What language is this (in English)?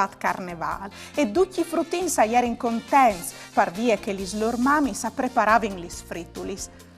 Friulian